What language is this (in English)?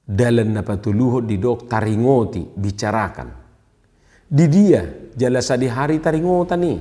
Batak Toba